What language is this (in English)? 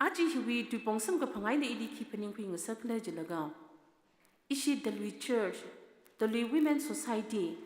Tangkhul Naga (India)